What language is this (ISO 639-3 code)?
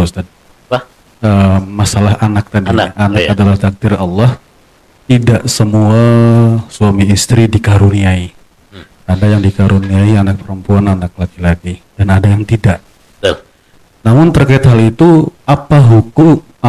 ind